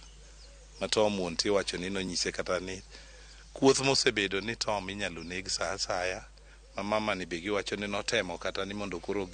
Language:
Luo (Kenya and Tanzania)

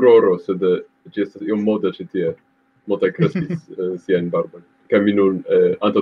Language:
Esperanto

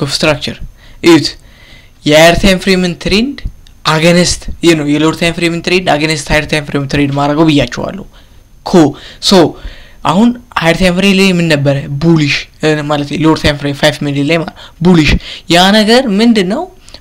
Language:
Amharic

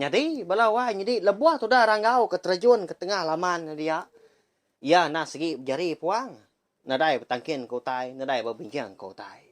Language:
Iban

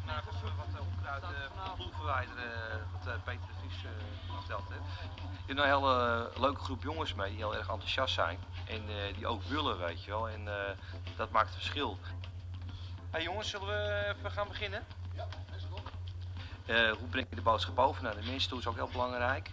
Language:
Dutch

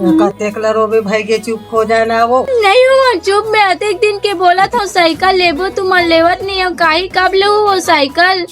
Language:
Chhattisgarhi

